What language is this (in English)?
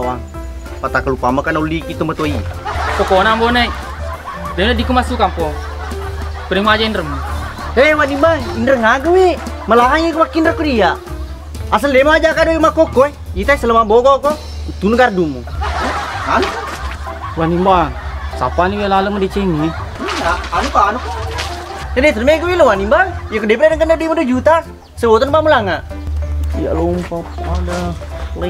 Buginese